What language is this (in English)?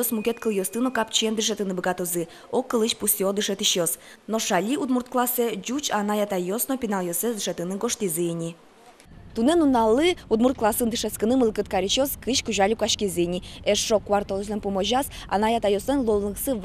Udmurt